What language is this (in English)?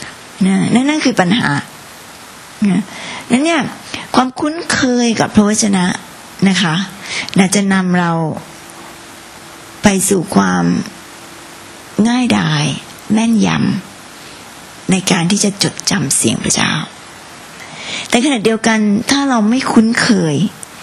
Thai